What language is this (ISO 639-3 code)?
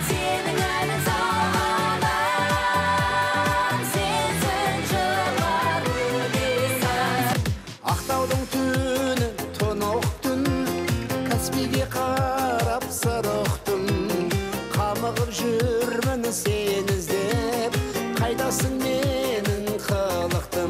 kaz